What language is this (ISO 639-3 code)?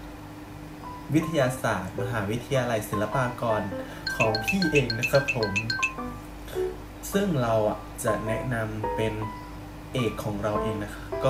tha